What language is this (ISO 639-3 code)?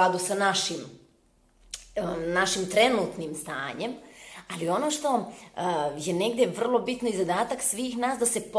srp